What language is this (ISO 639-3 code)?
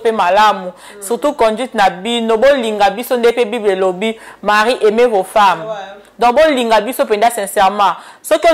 lin